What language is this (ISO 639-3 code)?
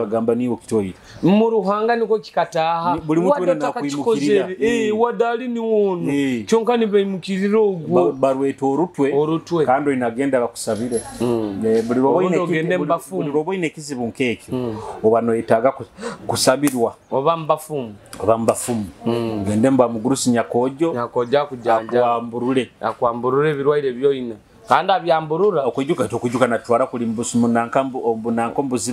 nyo